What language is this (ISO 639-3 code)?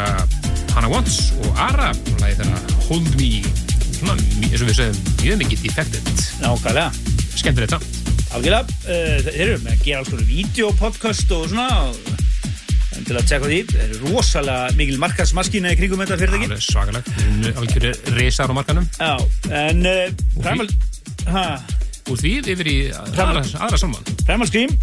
isl